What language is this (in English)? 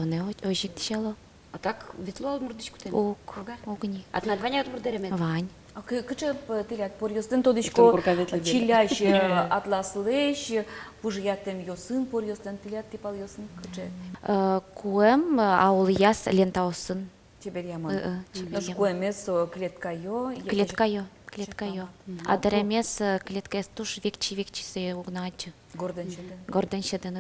Udmurt